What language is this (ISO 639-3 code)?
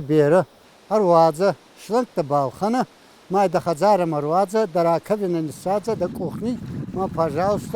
oss